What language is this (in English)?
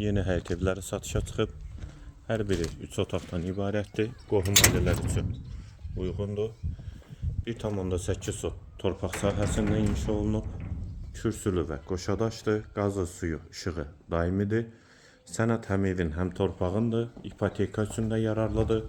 Azerbaijani